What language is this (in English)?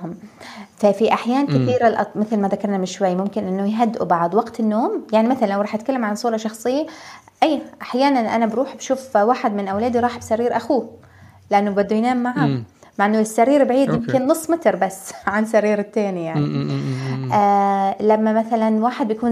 North Levantine Arabic